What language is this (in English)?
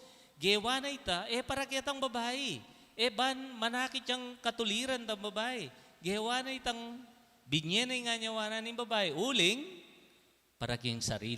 Pampanga